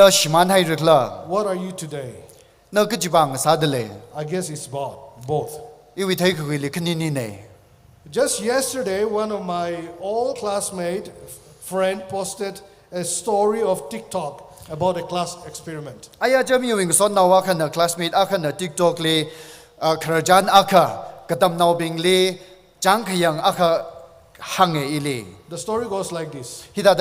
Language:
Tangkhul Naga (India)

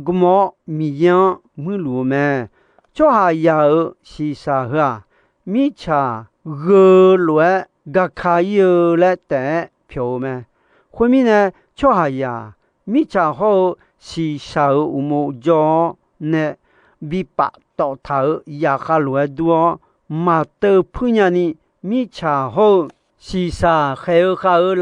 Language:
Akha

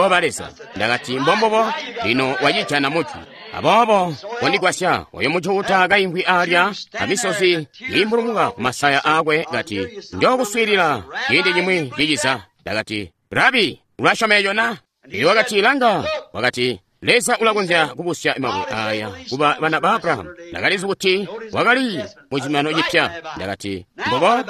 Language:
Tonga (Zambia)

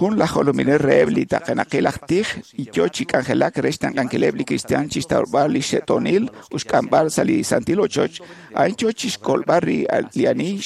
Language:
Kekchí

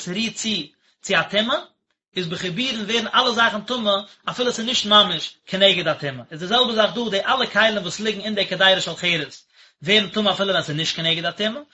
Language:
Yiddish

